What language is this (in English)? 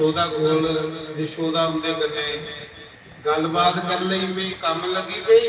Dogri